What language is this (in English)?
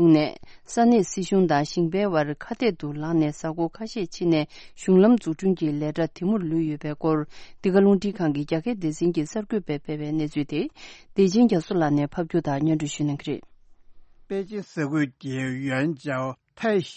Tibetan